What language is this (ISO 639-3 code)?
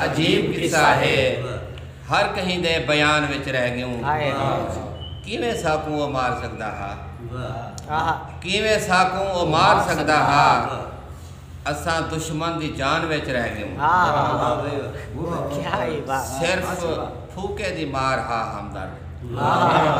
skr